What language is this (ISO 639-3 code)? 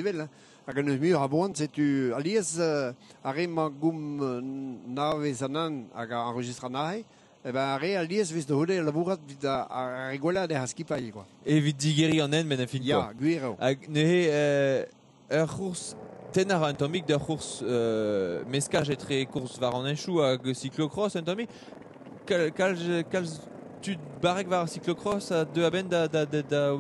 bre